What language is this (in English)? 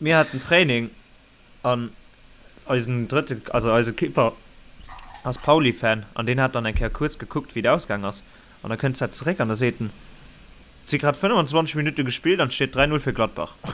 Luxembourgish